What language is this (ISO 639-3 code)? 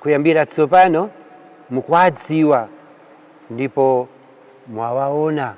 nya